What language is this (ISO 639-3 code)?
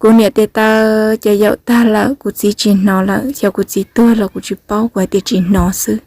hmn